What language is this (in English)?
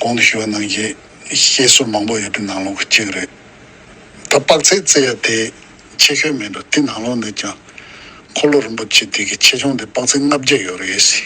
Tibetan